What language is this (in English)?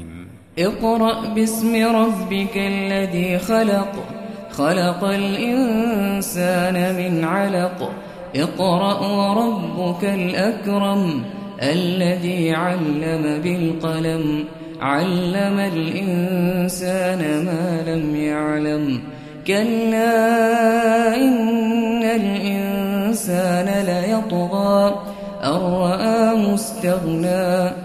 Arabic